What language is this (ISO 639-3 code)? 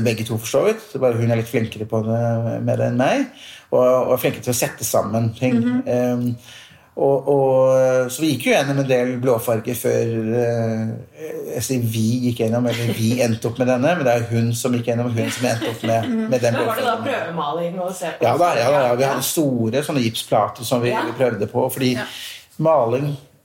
nor